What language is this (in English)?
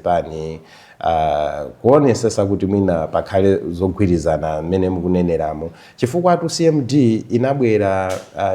Nyanja